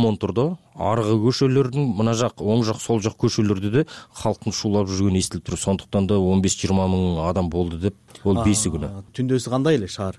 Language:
Kyrgyz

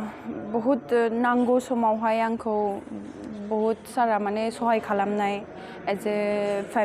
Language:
Bodo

